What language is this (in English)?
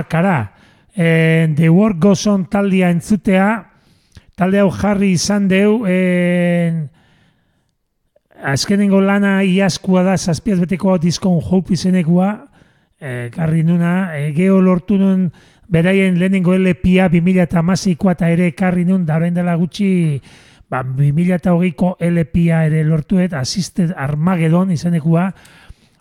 Basque